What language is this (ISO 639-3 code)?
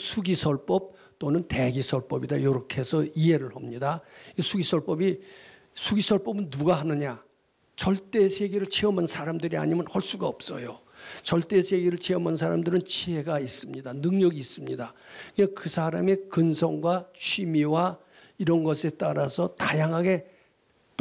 kor